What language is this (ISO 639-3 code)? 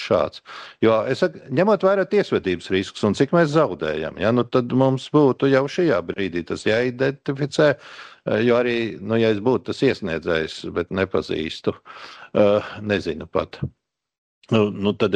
lav